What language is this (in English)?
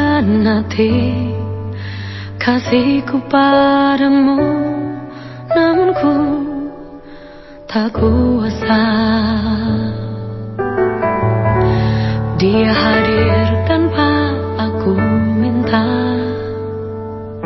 Indonesian